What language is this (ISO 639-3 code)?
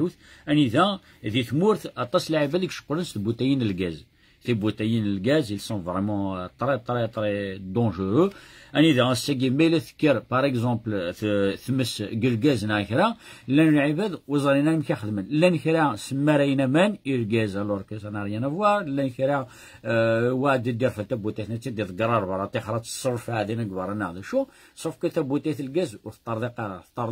kab